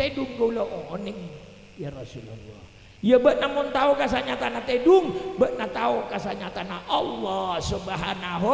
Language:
Madurese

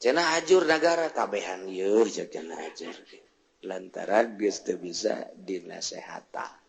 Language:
Sundanese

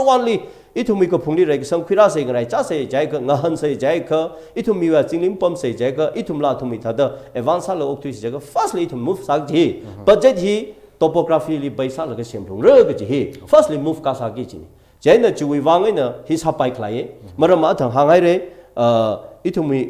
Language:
Tangkhul Naga (India)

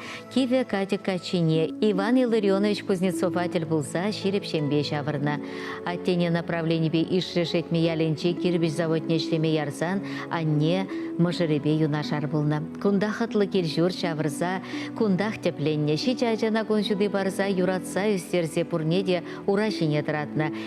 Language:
Chuvash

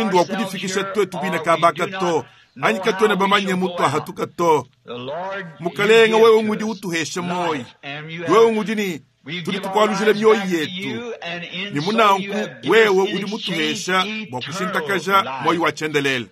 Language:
Luba-Lulua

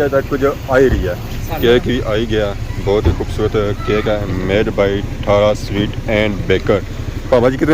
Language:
Pahari-Potwari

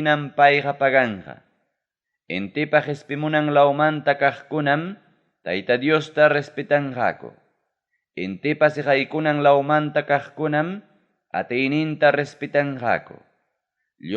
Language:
Ayacucho Quechua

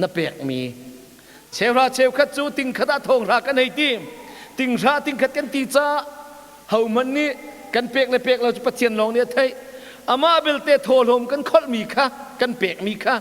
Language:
Hakha Chin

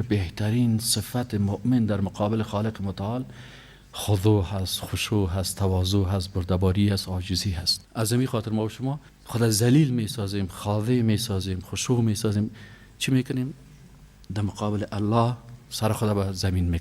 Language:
Persian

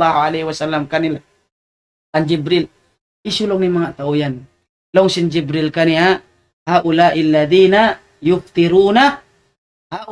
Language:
Tausug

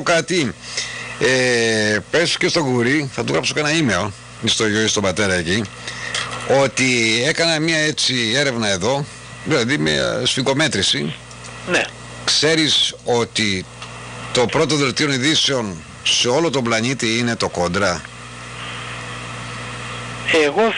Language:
Greek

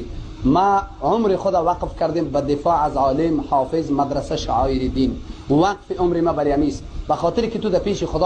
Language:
Persian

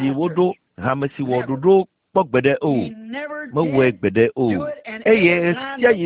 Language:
Ewe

